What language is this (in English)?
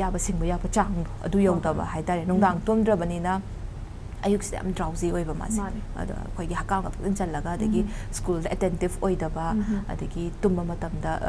Manipuri